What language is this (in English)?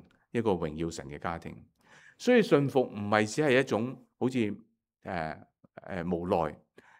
Cantonese